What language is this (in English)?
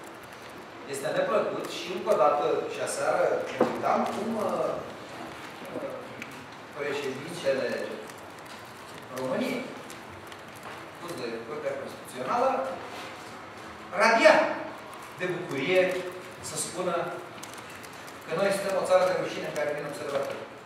Romanian